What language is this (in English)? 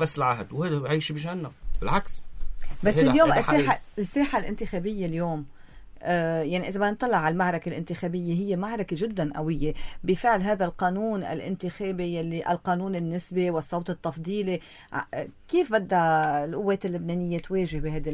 North Levantine Arabic